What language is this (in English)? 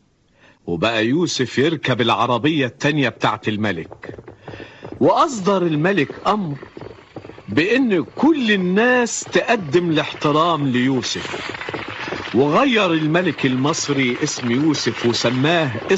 Egyptian Arabic